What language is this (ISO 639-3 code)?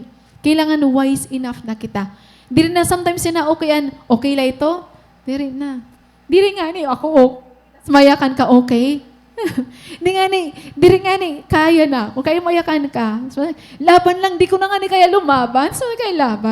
war